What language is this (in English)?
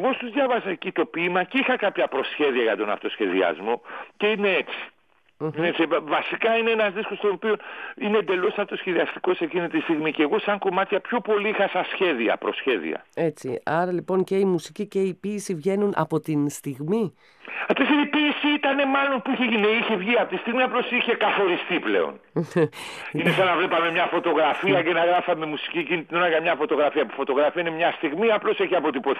Greek